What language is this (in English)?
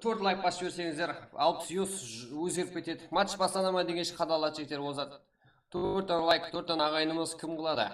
Kara-Kalpak